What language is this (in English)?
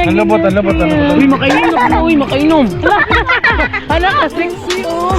Cebuano